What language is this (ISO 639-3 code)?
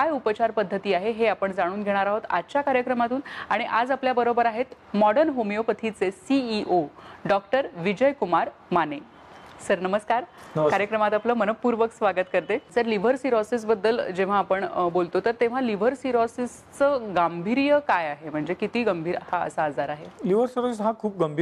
mar